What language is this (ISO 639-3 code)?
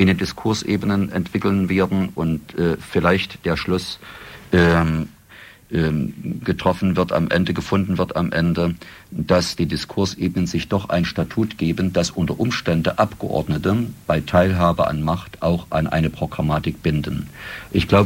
deu